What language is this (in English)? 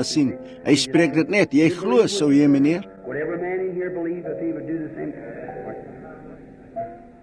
Afrikaans